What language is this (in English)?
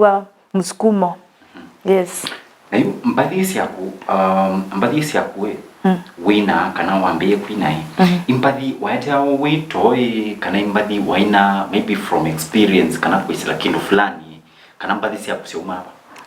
Kamba